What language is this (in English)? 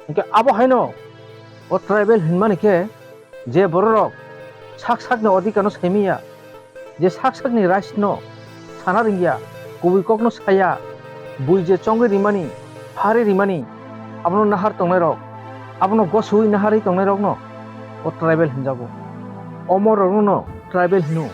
Kok Borok